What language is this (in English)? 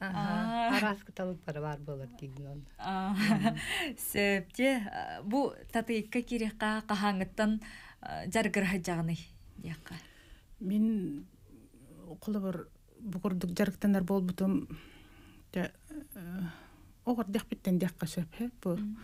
Yakut